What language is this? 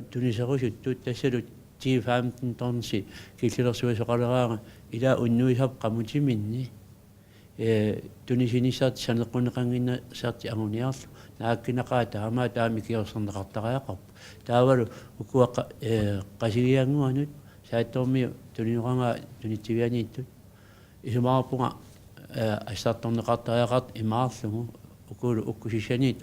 Kalaallisut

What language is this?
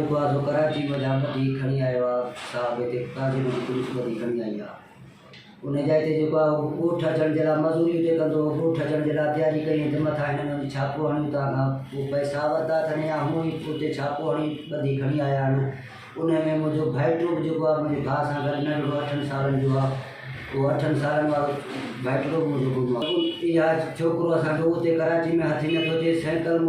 Sindhi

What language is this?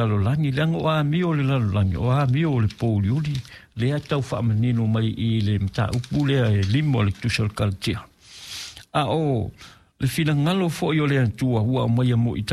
Samoan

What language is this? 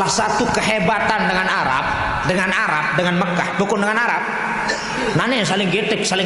Sasak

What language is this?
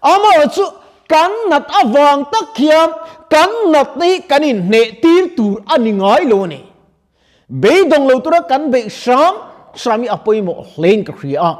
Mizo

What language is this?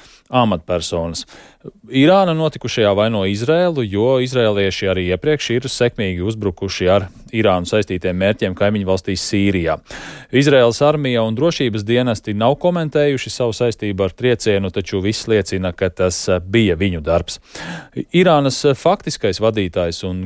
Latvian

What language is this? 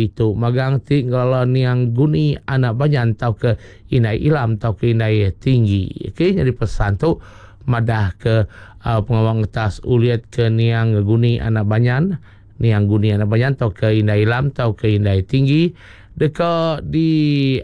Iban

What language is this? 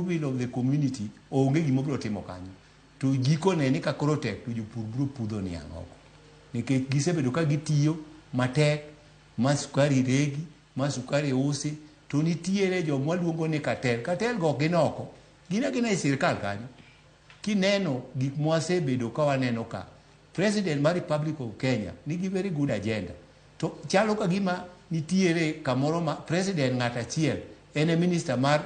Luo (Kenya and Tanzania)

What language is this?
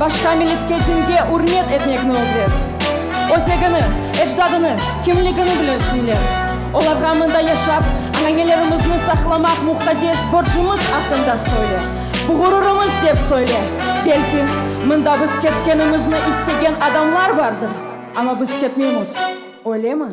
Crimean Tatar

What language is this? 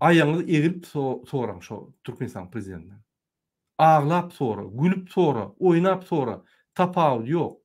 Turkmen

